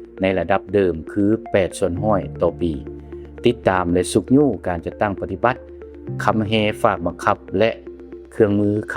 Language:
Lao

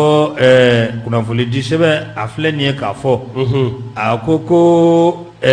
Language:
Bambara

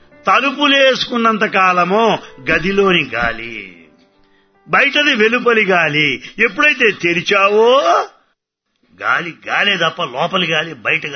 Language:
Telugu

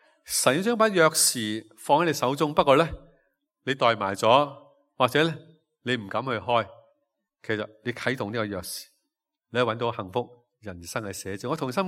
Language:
Cantonese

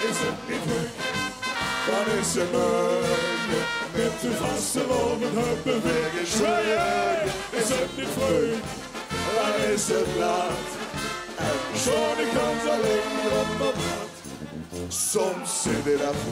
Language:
Limburgish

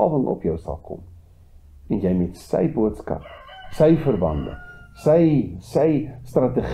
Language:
Afrikaans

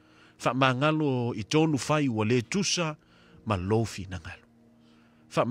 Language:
Samoan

